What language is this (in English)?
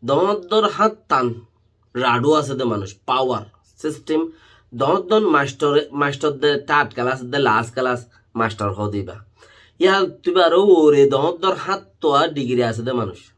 Rohingya